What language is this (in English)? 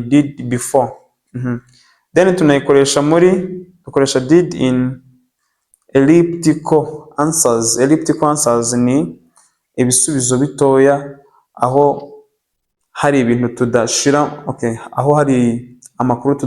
Kinyarwanda